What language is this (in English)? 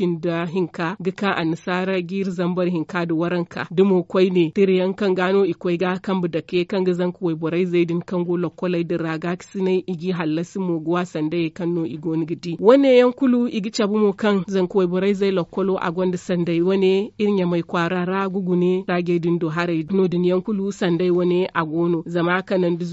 Zarma